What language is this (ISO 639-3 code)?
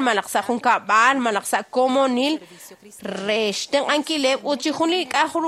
kek